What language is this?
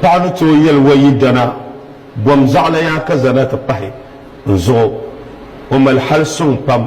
Dagbani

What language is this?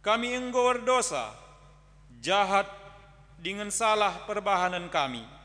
Batak Karo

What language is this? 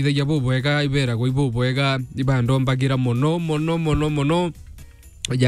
Meru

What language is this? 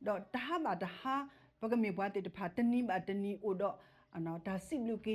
S'gaw Karen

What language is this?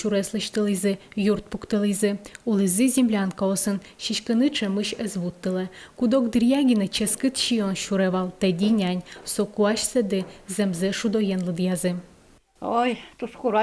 Udmurt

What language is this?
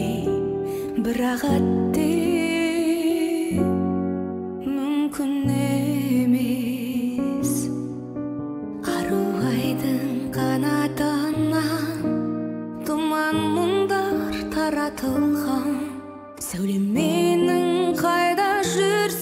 Kazakh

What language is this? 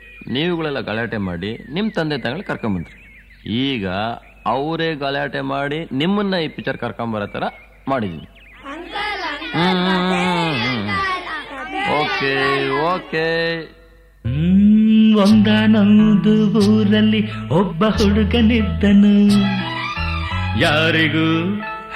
Kannada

